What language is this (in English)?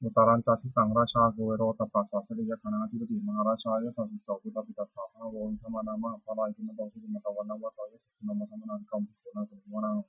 Pali